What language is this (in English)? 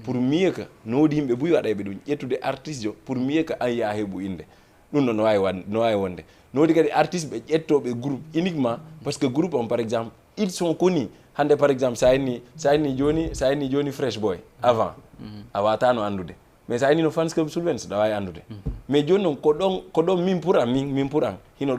Fula